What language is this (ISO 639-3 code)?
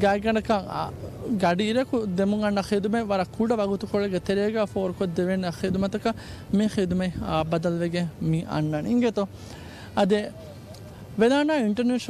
div